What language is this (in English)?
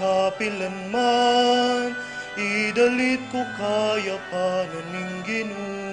Pampanga